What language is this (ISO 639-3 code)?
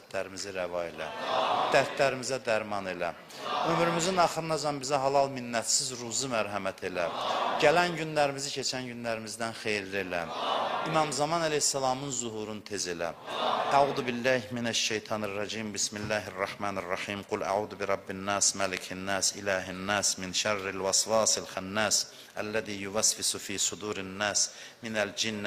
aze